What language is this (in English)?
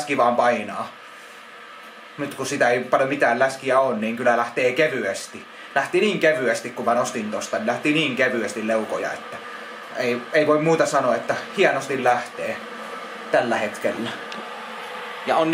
Finnish